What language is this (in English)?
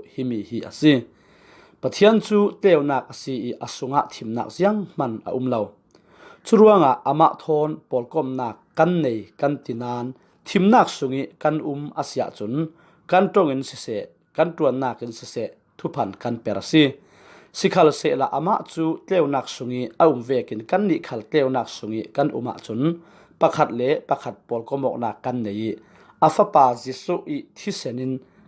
Falam Chin